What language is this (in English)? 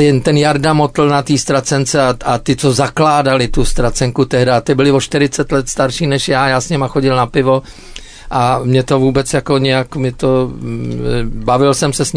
Czech